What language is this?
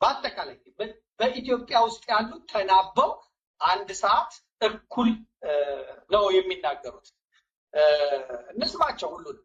Amharic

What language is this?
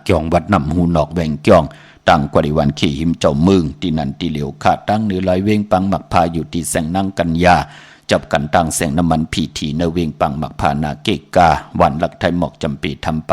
Shan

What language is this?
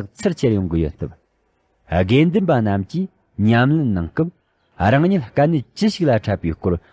Tibetan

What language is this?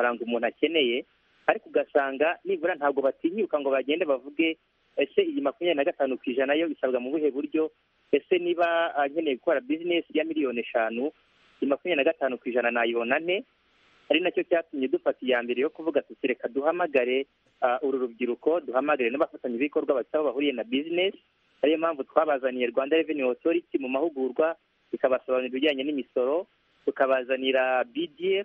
Kinyarwanda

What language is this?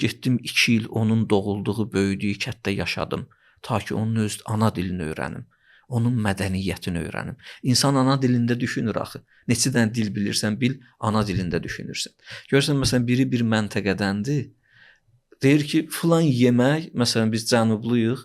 Azerbaijani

